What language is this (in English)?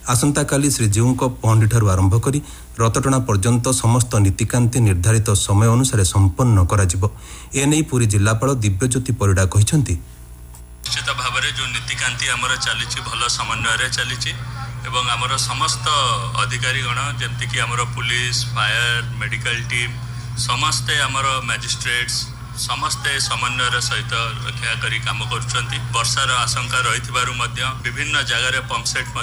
Odia